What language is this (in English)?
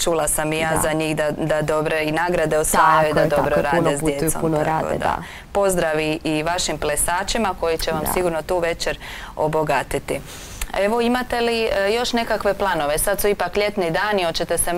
Croatian